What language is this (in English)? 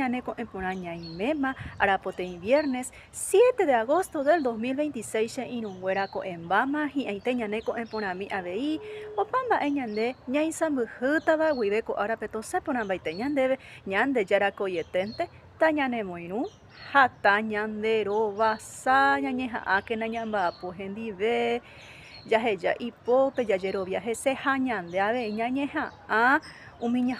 Guarani